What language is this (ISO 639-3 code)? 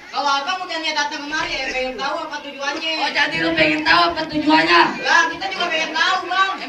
bew